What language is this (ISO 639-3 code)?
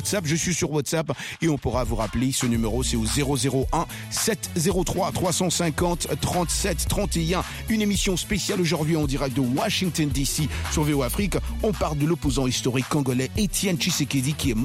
fra